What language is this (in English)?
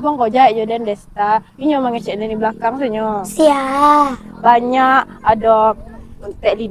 Minangkabau